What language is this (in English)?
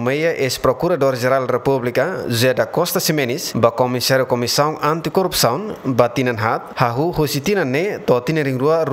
Tetum